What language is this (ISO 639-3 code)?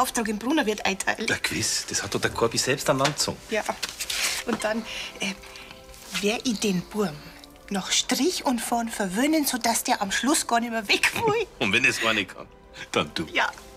bar